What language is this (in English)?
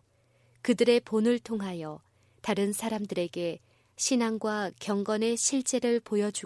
Korean